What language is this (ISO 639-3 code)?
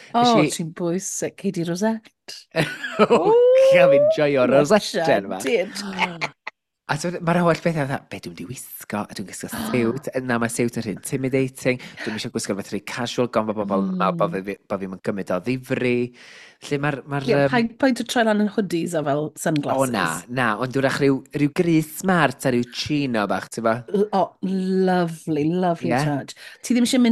cym